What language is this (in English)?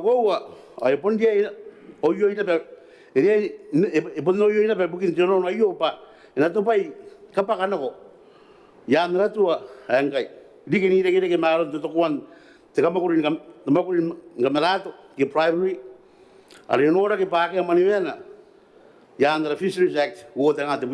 Gilbertese